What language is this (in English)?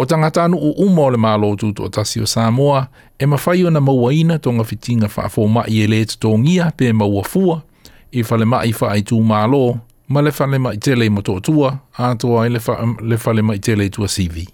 Samoan